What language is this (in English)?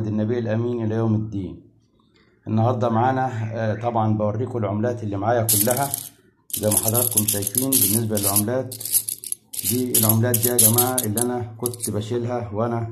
Egyptian Arabic